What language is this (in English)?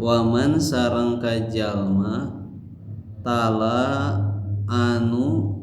Sundanese